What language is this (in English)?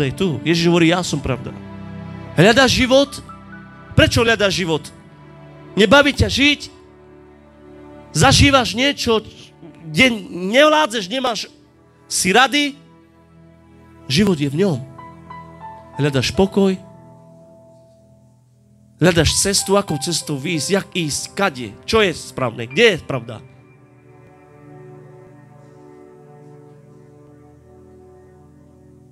Slovak